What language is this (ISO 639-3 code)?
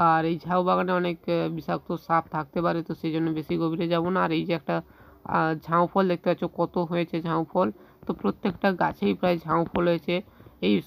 ben